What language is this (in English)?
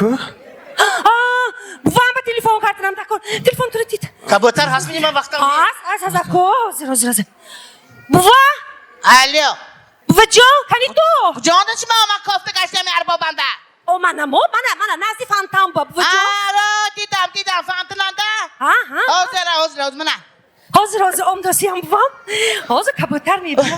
Tajik